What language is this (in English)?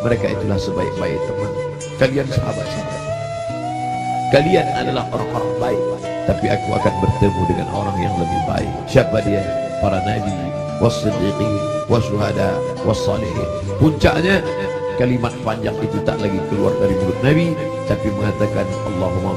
Indonesian